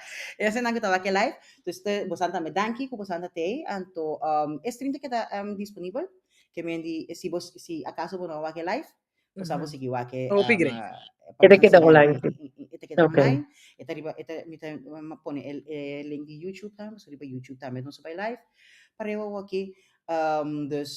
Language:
Papiamento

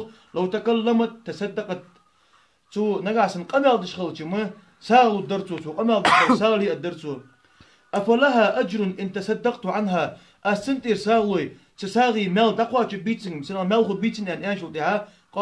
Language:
Ingush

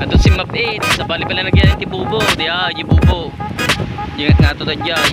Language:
Iloko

